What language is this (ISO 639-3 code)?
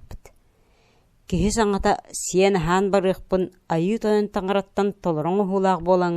sah